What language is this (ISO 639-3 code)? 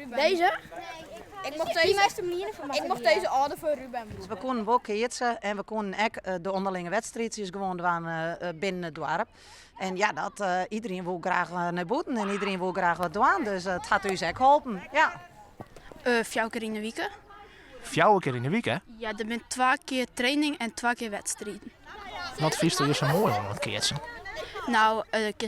fry